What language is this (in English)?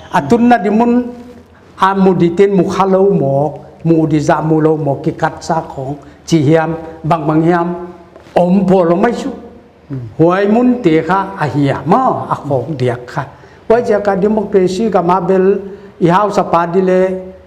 Paite Chin